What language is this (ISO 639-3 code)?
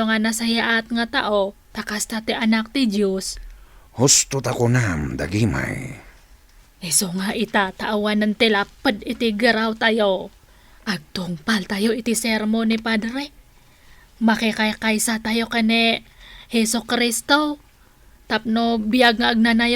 ilo